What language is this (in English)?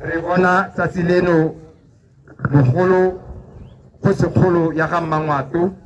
Tswana